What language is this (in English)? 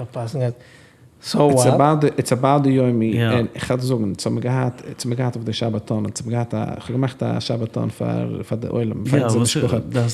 Yiddish